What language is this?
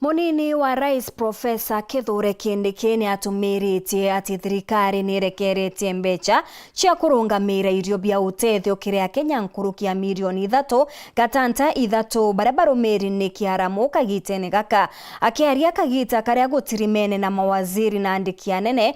Meru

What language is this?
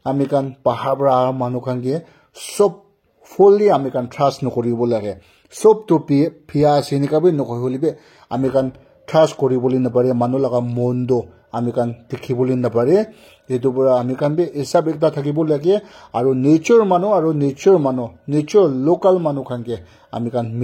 Naga Pidgin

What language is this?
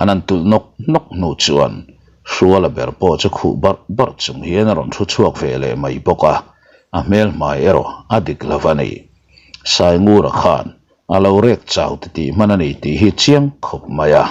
Mizo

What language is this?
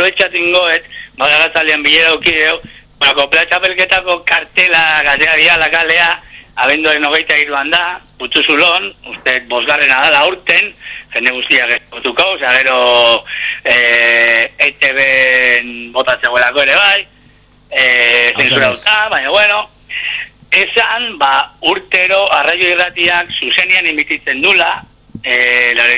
Basque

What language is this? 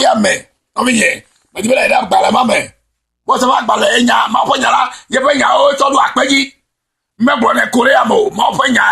Ewe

